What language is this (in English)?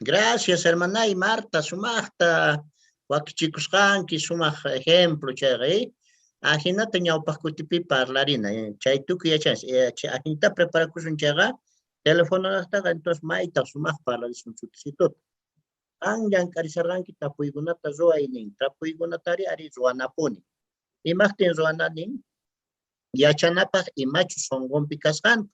Quechua